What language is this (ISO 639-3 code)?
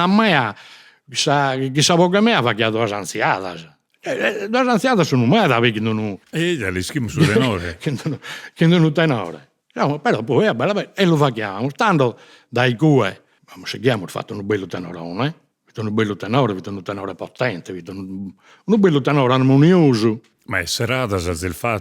srd